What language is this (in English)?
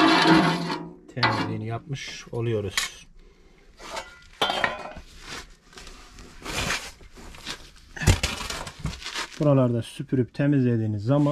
Turkish